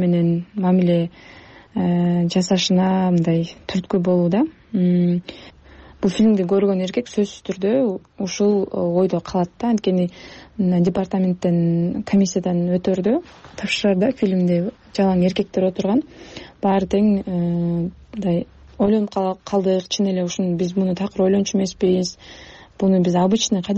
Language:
Kyrgyz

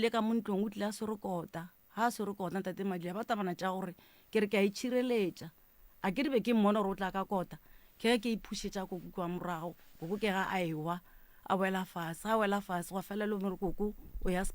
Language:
Northern Sotho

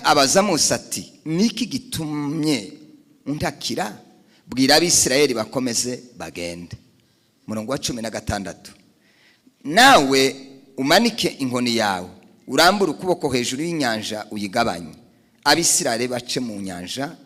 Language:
Kinyarwanda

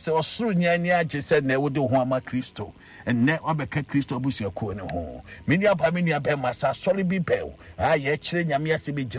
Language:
Akan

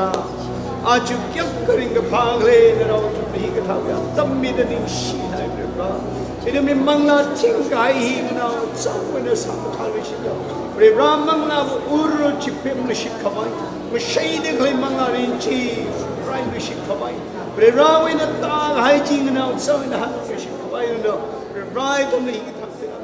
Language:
Tangkhul Naga (India)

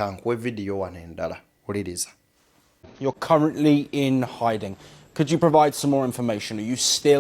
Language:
Ganda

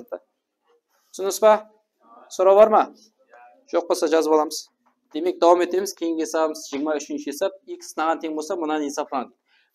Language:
Kara-Kalpak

